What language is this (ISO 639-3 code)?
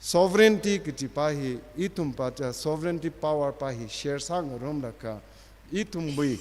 nmf